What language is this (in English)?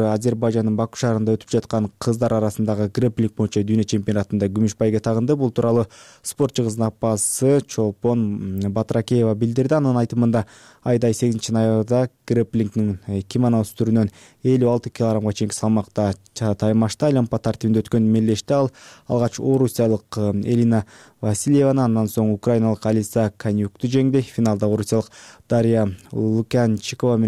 Kyrgyz